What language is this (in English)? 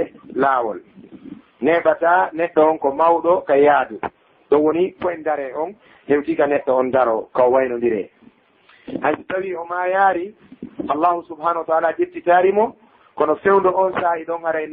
Fula